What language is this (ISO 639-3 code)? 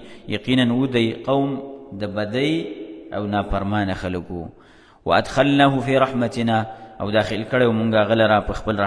pus